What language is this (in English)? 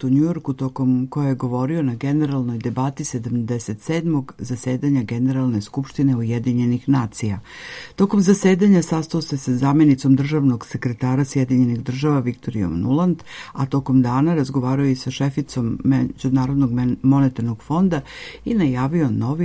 Serbian